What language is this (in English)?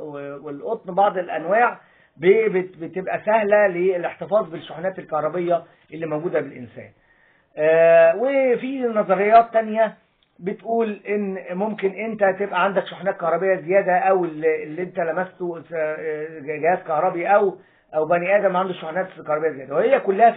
Egyptian Arabic